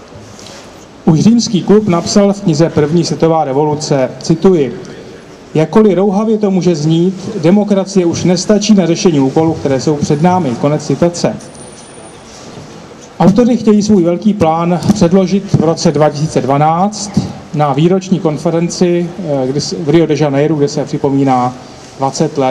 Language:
Czech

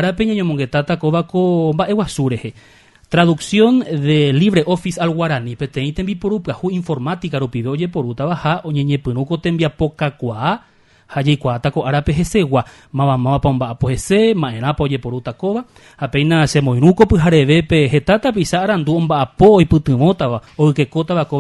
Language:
Guarani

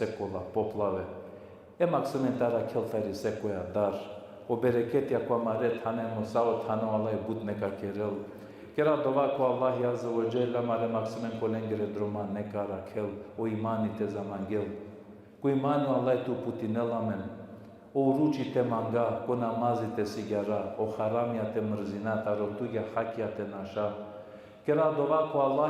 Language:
Balkan Romani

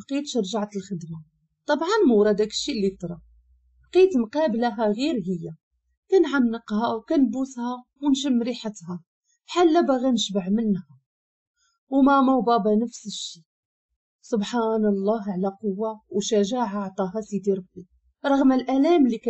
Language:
Moroccan Arabic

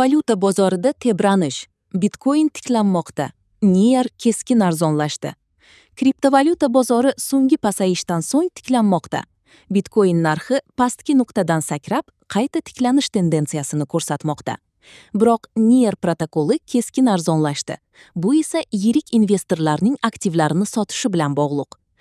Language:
Uzbek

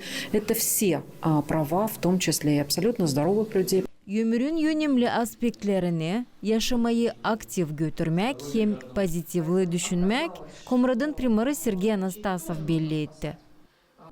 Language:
Gagauz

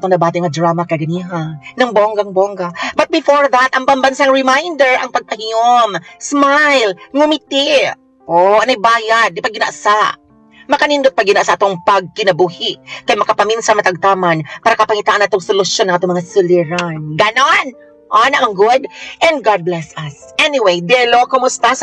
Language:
Cebuano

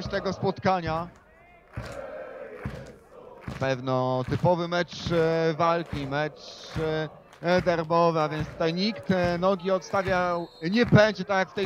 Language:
Polish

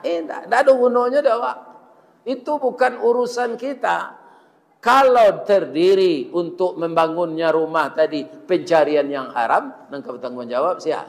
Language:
Minangkabau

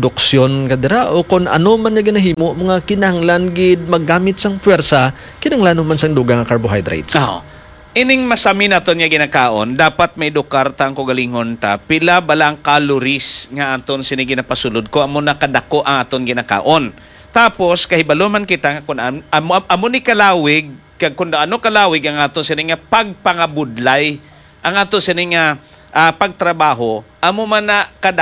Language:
Hiligaynon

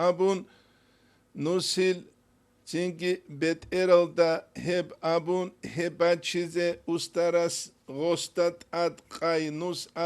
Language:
Avaric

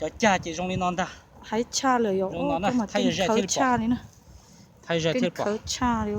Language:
Hmong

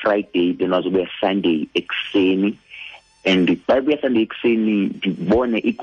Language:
Xhosa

